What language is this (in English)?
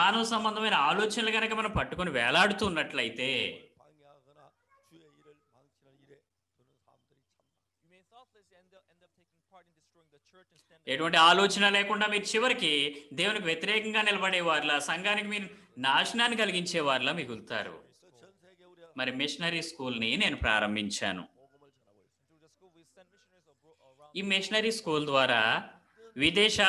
Telugu